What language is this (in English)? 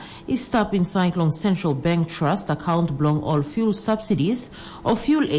Tok Pisin